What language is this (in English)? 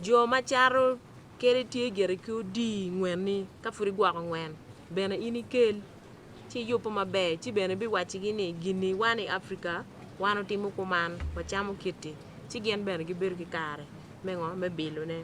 Acoli